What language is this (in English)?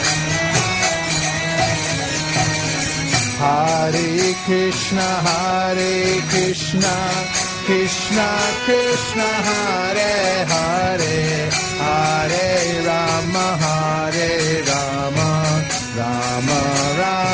Hindi